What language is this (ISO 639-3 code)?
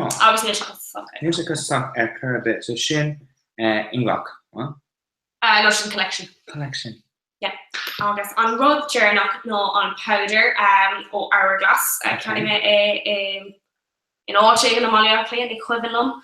gle